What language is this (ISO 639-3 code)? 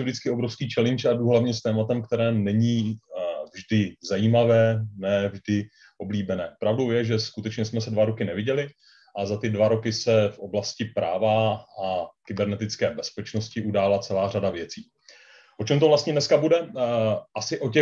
ces